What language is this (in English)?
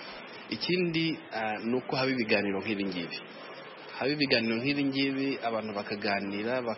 Kinyarwanda